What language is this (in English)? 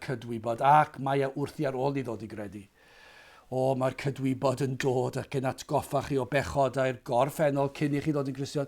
Welsh